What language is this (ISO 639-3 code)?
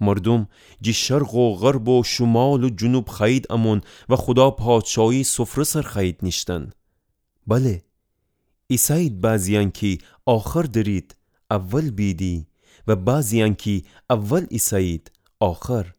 glk